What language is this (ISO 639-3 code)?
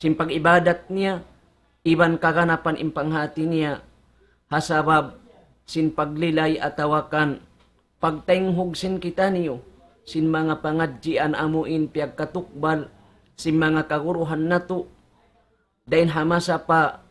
tsg